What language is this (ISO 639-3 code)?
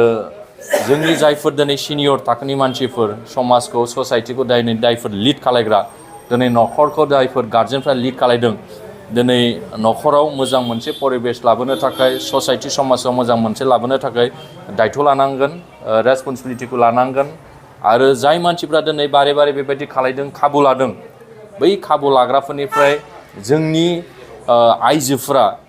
brx